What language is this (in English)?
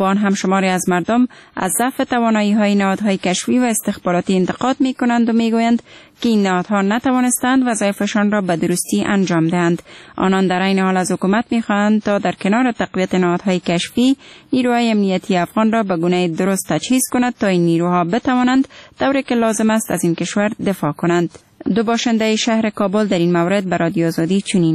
Persian